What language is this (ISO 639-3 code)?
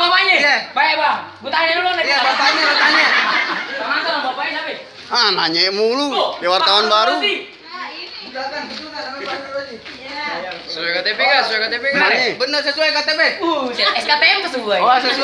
bew